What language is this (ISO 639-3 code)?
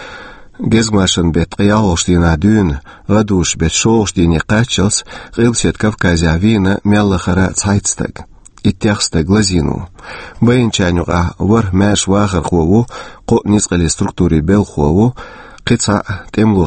che